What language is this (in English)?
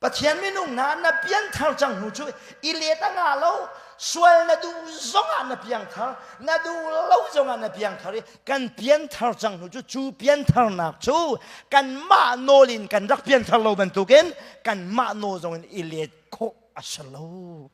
Hakha Chin